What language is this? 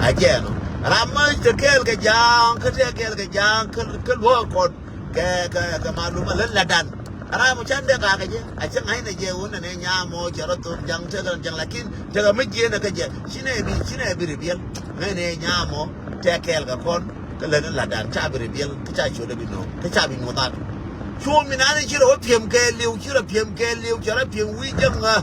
Nuer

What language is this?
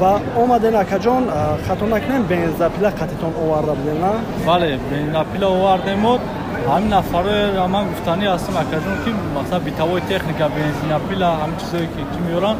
Tajik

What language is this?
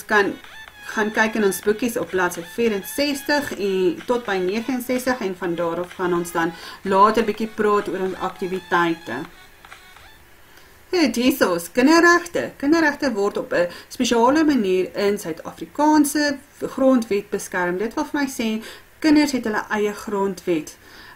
Afrikaans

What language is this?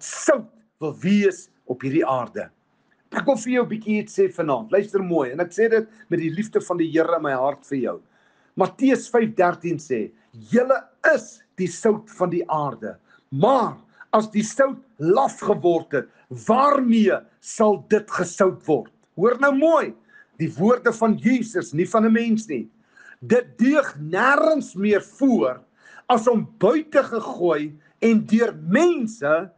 Afrikaans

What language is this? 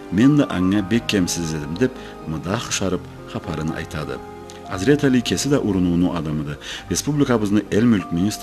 Karachay-Balkar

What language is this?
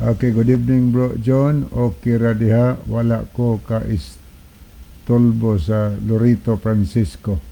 Cebuano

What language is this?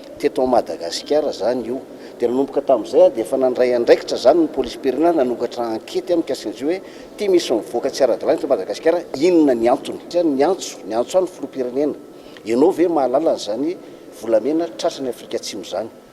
Malagasy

